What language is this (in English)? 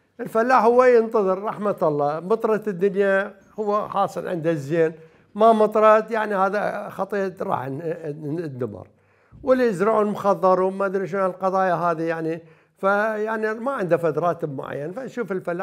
Mesopotamian Arabic